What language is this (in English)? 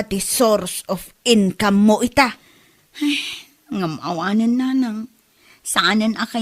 Iloko